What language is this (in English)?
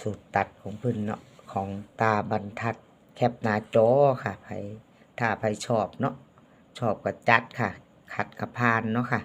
Lao